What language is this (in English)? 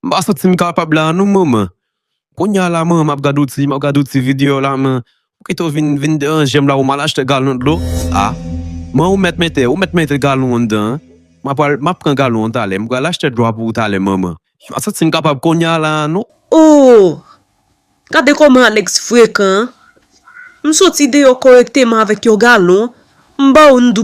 Haitian Creole